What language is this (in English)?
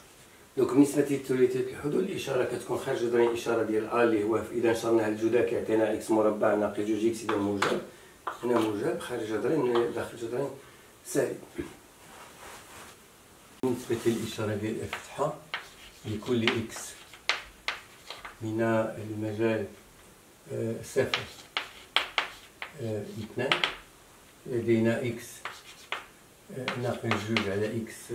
Moroccan Arabic